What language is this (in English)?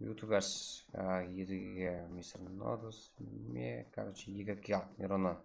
Kara-Kalpak